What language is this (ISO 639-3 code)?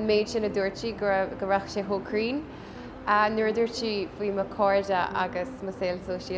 gle